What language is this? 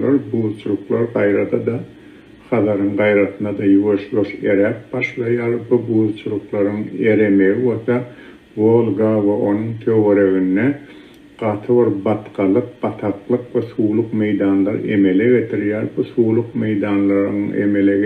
Turkmen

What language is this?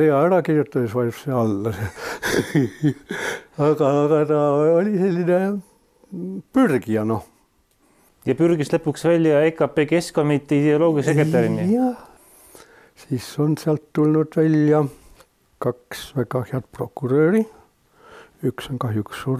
Estonian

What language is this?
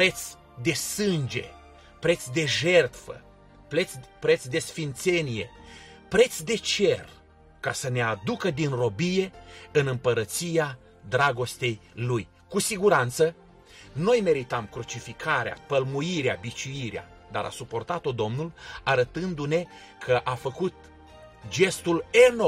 Romanian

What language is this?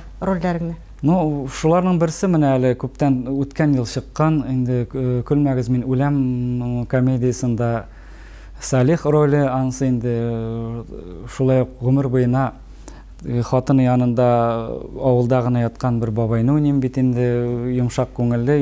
Tatar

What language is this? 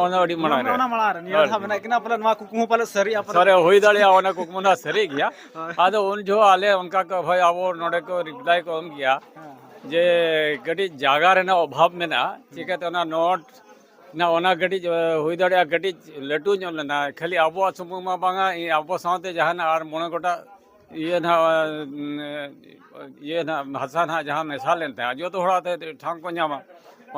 Santali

